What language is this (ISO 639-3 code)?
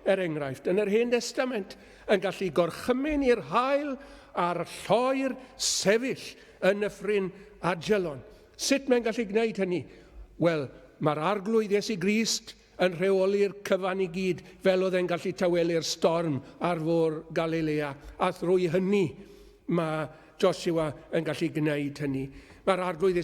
cym